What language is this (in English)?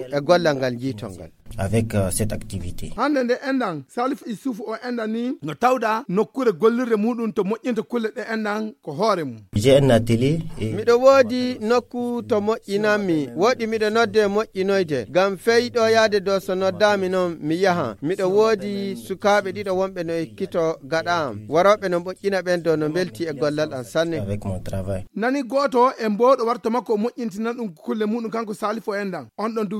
Fula